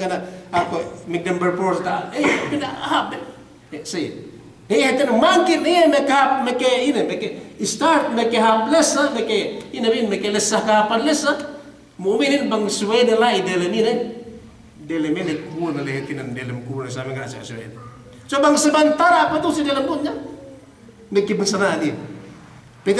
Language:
Yakan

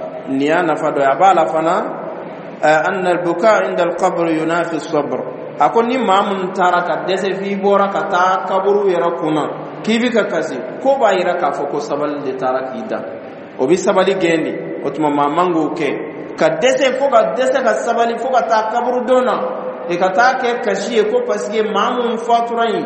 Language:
Dyula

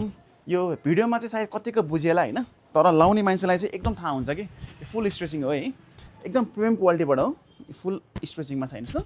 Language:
Nepali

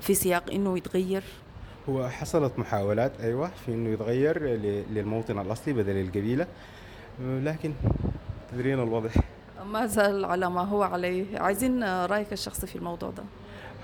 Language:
Sudanese Arabic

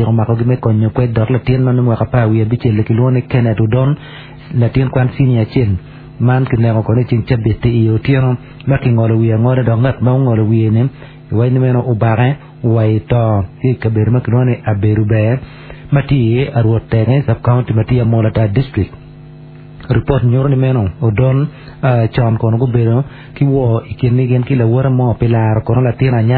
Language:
Acoli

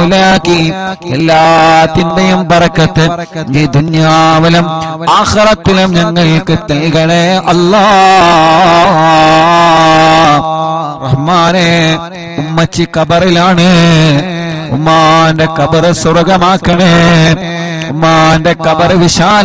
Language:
Malayalam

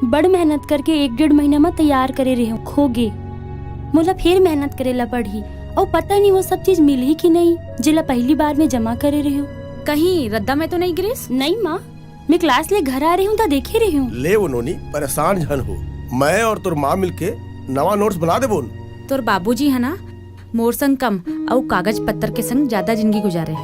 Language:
Chhattisgarhi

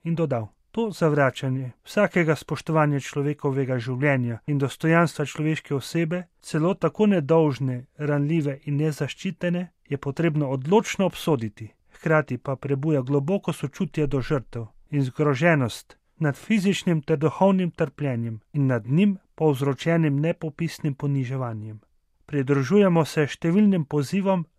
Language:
Slovenian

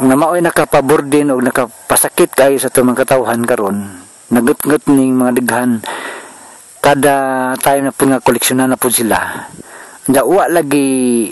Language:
Cebuano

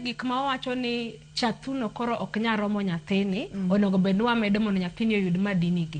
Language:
Luo (Kenya and Tanzania)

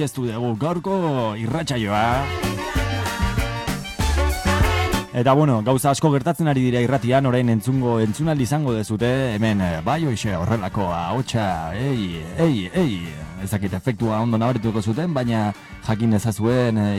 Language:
Basque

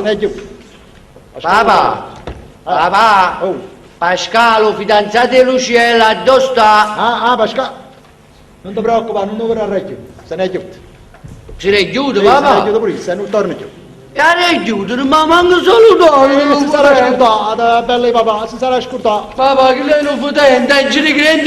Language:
Neapolitan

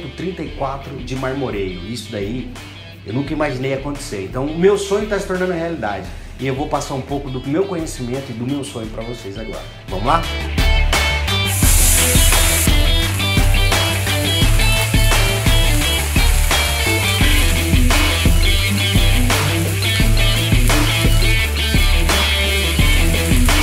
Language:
Portuguese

